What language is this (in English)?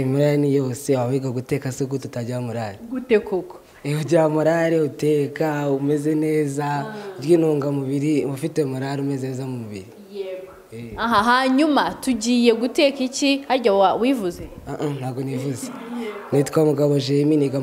Kinyarwanda